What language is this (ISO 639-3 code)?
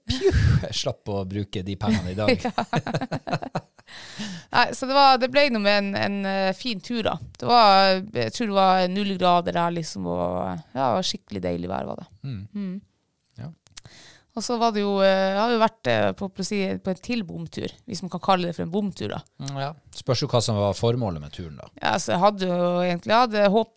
nor